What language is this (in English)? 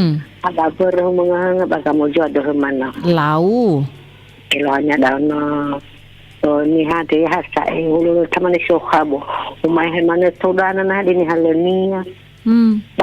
Nias